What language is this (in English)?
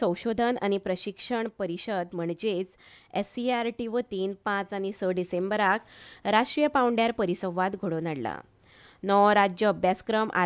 Konkani